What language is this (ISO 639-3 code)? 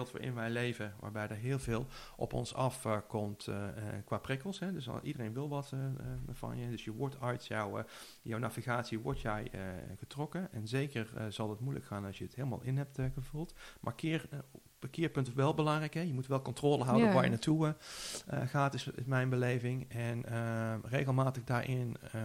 nld